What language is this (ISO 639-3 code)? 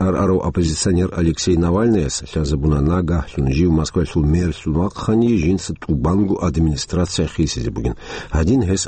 ava